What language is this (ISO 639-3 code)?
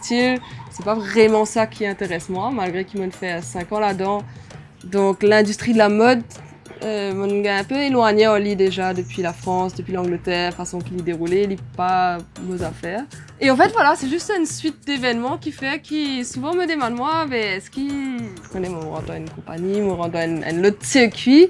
mfe